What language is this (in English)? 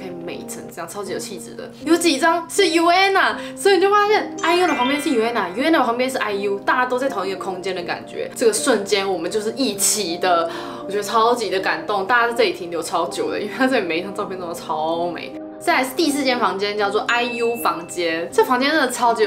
Chinese